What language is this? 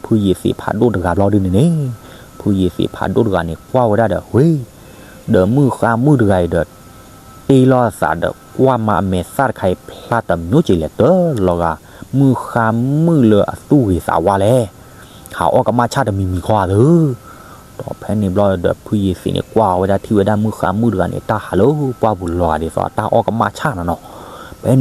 S'gaw Karen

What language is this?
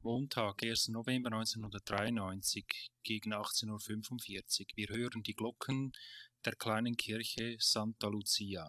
German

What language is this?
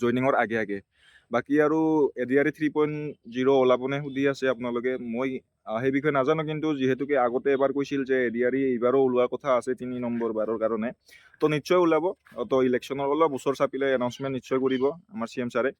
Assamese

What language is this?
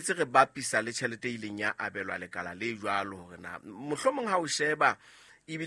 Southern Sotho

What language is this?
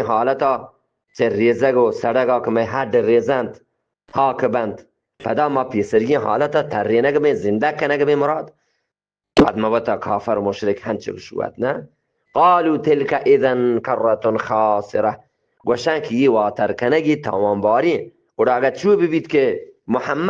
Eastern Balochi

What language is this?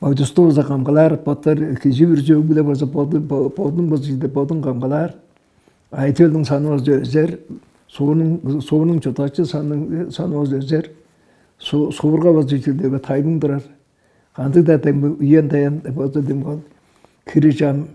Tuvinian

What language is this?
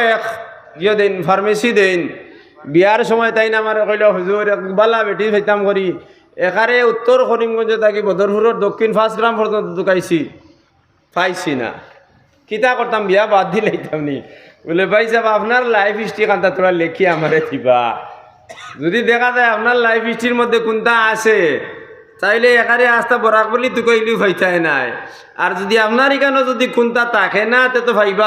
Sylheti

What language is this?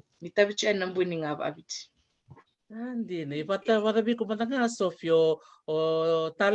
Fijian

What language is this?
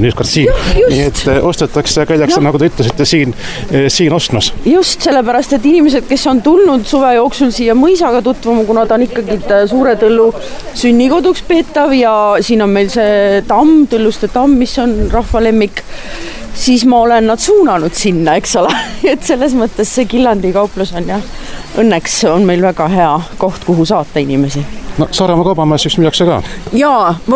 Estonian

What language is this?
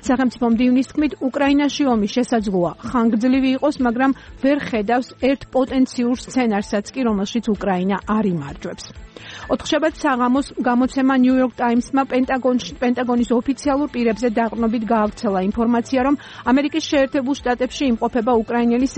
Georgian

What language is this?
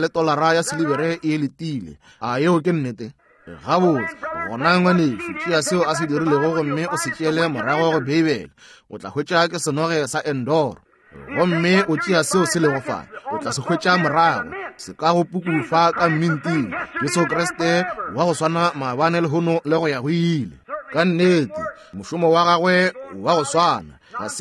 Northern Sotho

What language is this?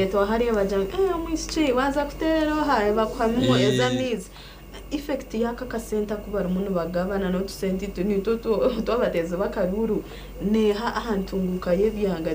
Nyankole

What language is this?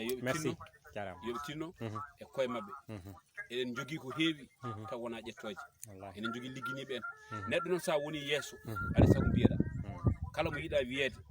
Fula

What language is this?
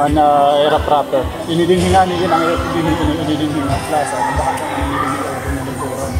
Waray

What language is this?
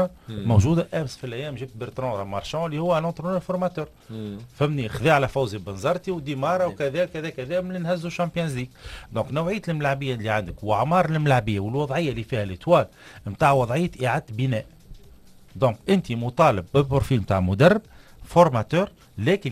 Tunisian Arabic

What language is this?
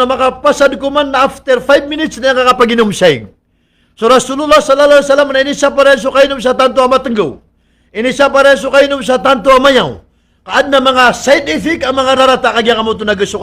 Maranao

